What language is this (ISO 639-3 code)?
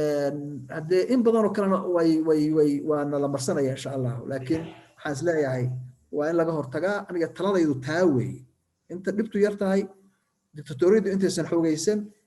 som